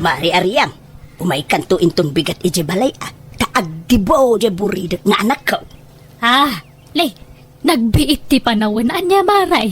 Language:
Iloko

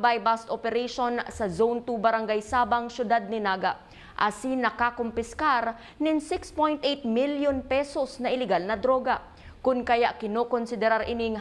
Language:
Bikol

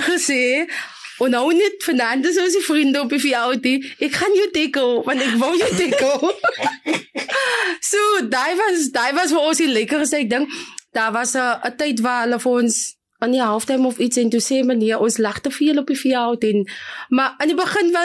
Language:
Afrikaans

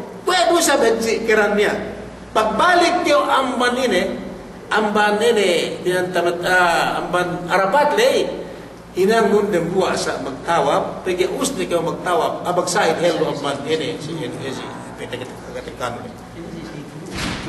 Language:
Yakan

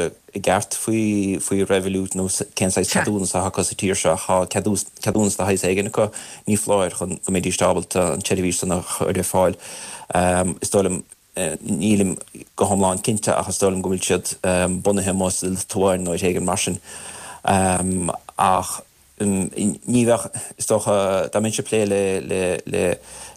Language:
Irish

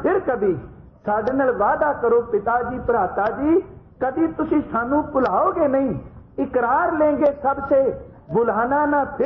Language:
Punjabi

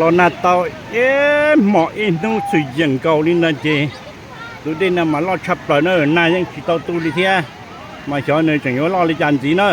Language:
Hmong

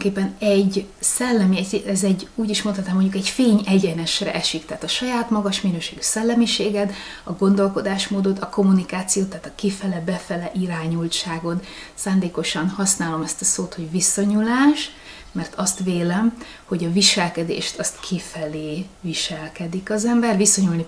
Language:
Hungarian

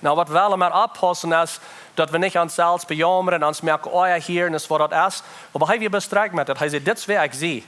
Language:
Plautdietsch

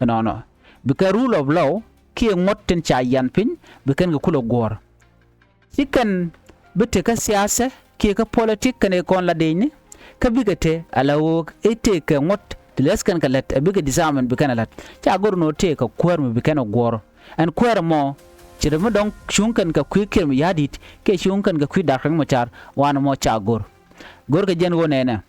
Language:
Nuer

